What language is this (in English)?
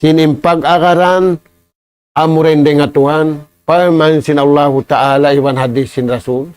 Tausug